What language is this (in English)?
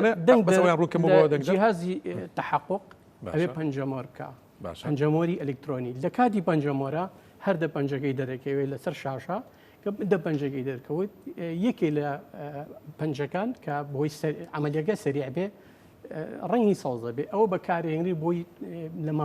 Central Kurdish